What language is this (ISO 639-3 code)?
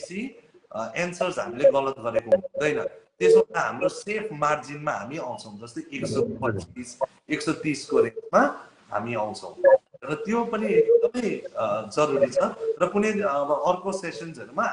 nep